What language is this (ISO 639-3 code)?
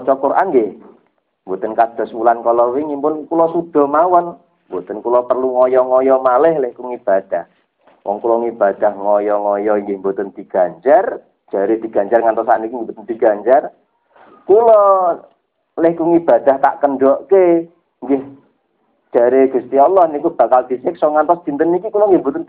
jav